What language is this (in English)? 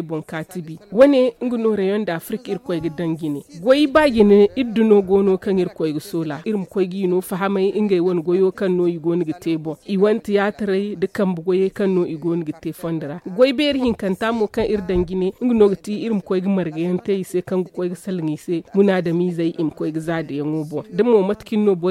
Zarma